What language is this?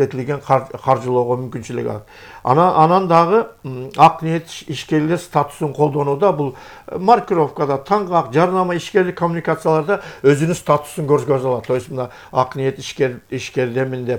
Kyrgyz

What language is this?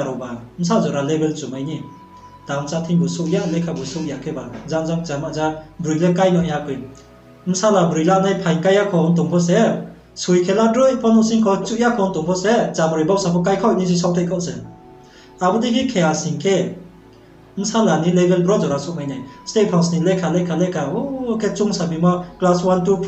Riang (India)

